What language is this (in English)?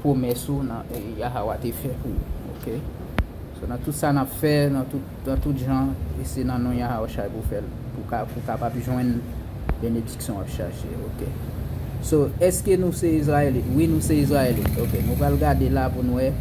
Haitian Creole